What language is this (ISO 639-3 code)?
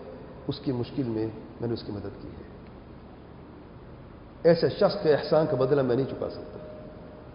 urd